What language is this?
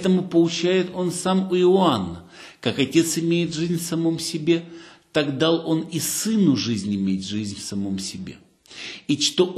Russian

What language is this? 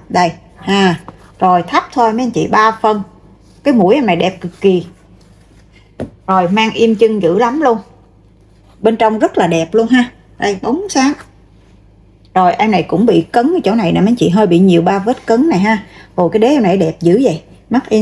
Vietnamese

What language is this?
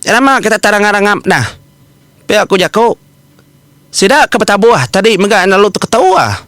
Iban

